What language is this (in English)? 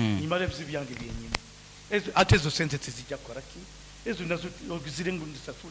Nyankole